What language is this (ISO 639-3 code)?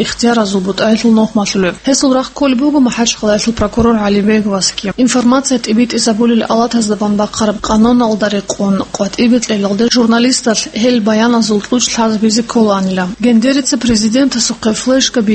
ava